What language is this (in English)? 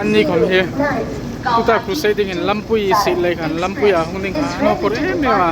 Hmar